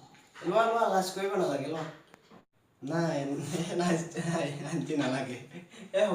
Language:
Assamese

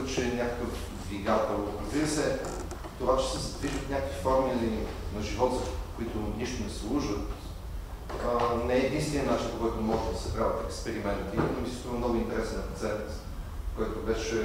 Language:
Bulgarian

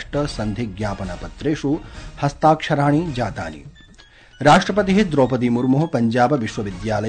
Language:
Sanskrit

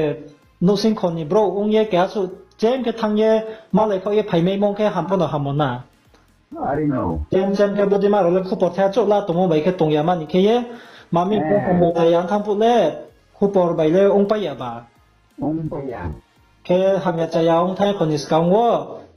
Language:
Riang (India)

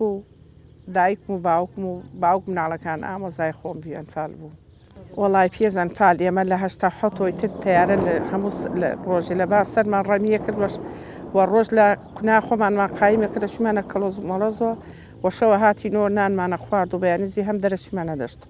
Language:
Central Kurdish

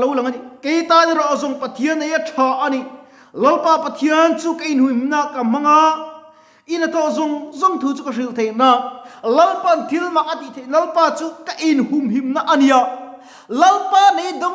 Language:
Mizo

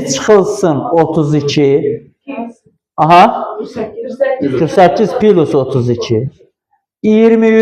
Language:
Azerbaijani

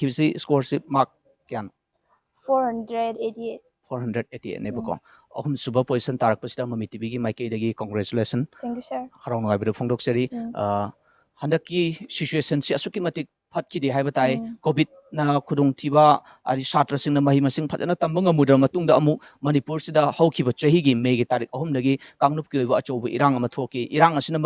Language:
Manipuri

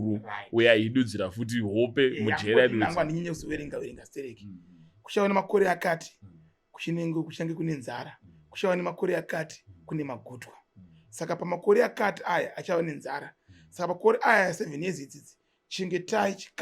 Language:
Shona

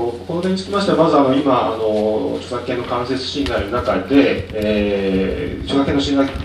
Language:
Japanese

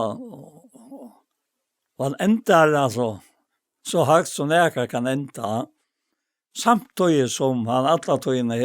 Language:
Faroese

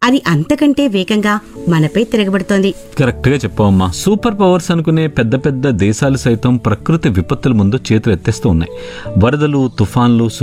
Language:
Telugu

